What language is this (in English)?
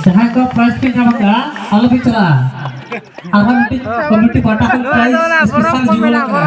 Santali